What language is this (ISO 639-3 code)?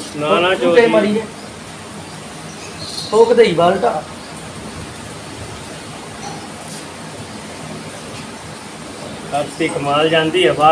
pan